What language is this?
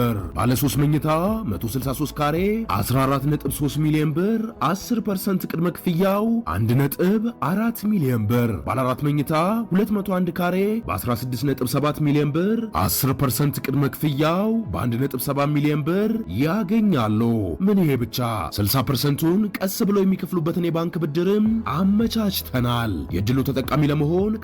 Amharic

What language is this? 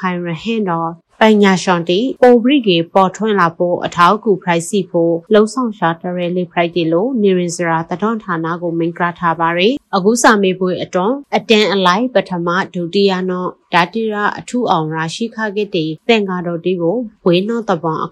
Burmese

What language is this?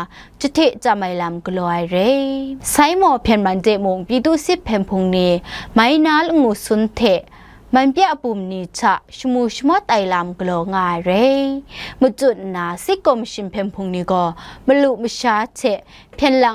Kachin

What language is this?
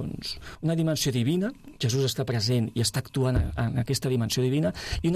Catalan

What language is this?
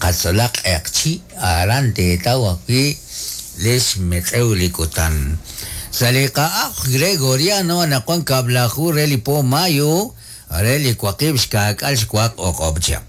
Kekchí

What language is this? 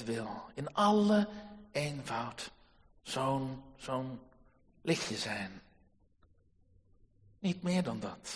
Dutch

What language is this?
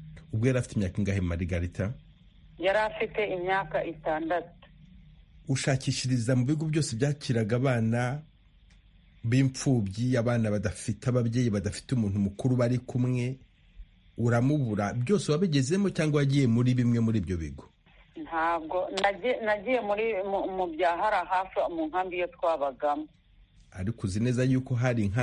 Kinyarwanda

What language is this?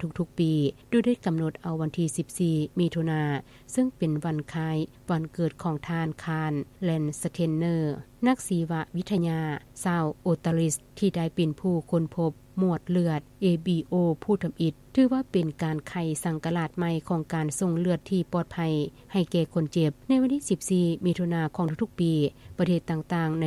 Lao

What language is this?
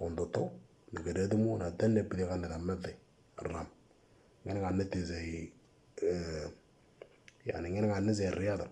Moro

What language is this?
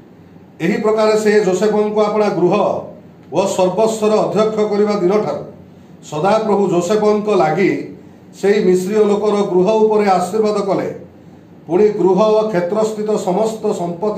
Odia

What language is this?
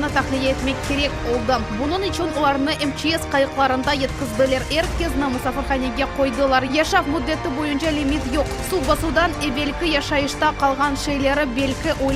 Crimean Tatar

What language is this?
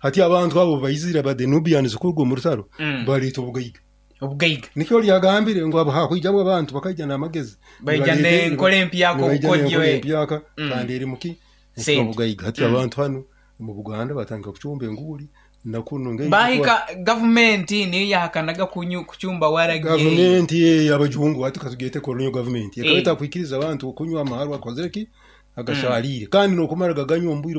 Nyoro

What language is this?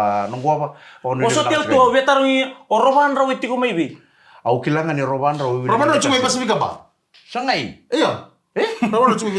Fijian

